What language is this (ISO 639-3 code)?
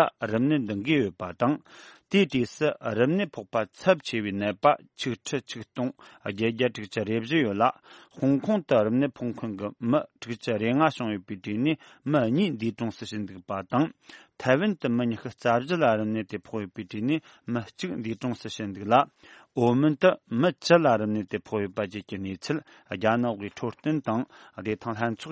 bod